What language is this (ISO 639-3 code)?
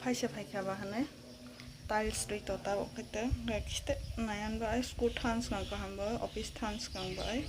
trp